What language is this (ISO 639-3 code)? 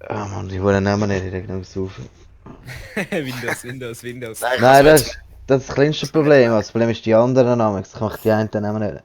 gsw